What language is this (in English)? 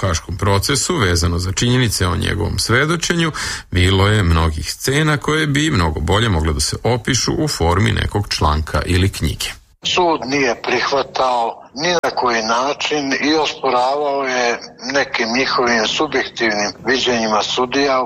Serbian